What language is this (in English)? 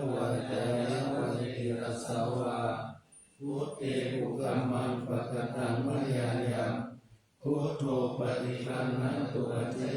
Pali